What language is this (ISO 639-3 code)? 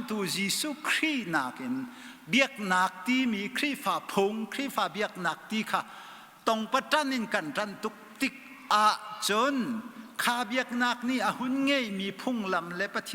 cnh